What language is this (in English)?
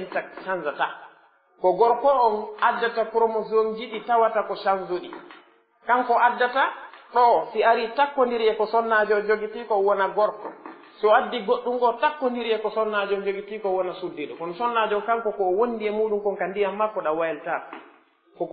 Pular